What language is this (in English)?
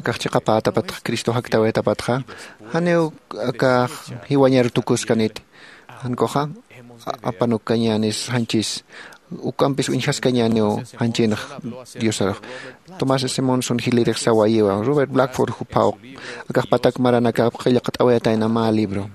Aymara